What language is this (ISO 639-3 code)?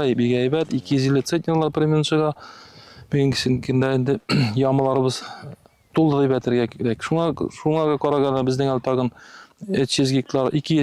tat